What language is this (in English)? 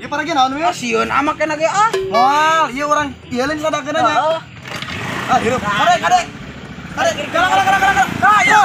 Sundanese